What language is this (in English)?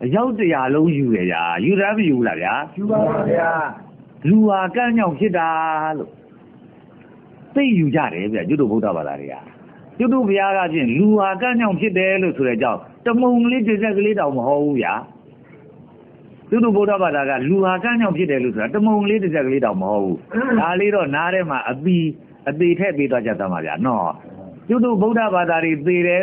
Burmese